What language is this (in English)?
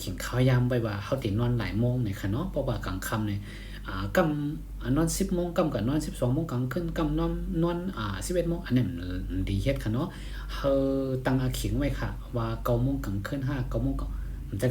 Shan